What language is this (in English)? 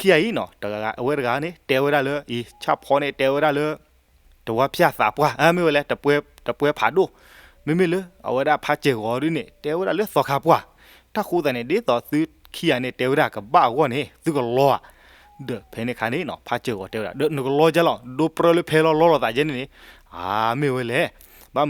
S'gaw Karen